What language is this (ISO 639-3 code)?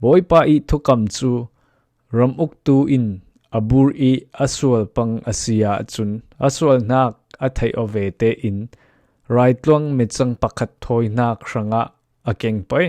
cfm